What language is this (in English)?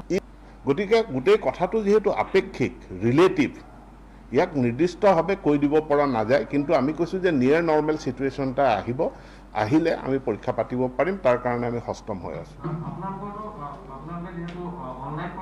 Assamese